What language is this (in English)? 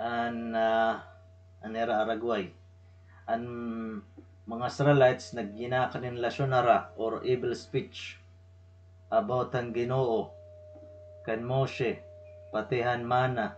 Waray